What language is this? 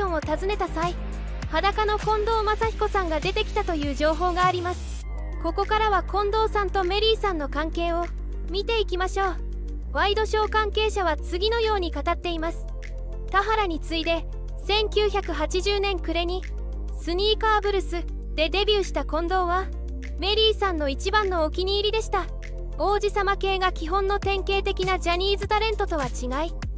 Japanese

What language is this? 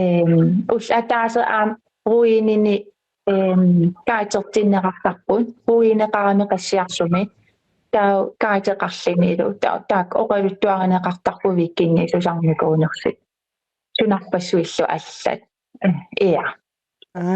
Kalaallisut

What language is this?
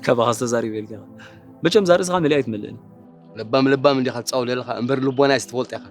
Tigrinya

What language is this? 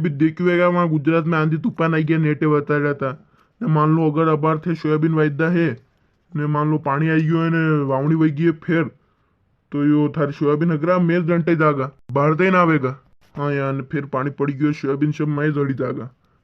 Rajasthani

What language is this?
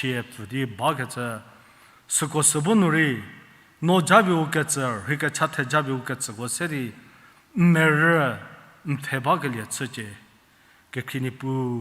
Angami Naga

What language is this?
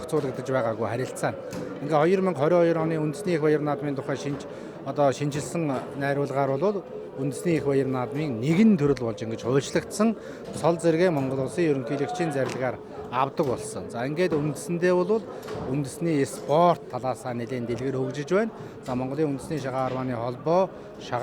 Mongolian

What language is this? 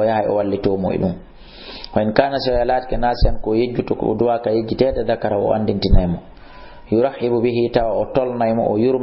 Fula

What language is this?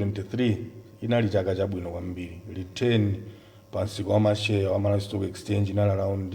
Nyanja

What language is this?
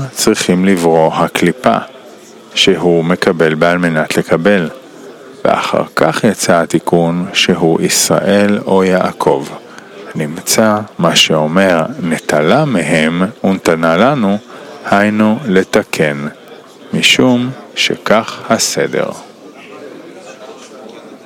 Hebrew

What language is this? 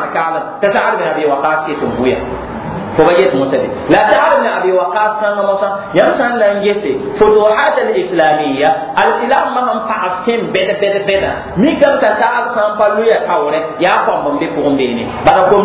Mossi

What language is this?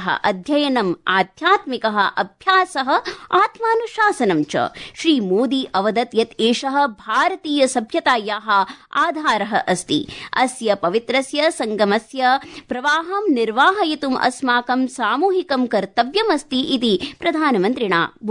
Sanskrit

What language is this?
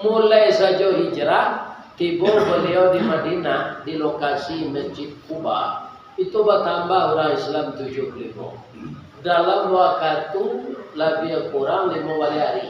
Minangkabau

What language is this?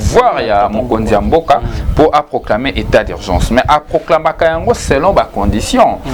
Lingala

